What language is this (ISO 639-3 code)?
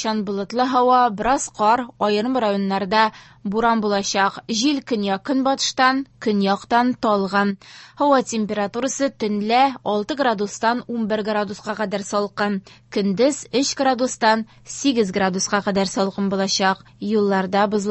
tat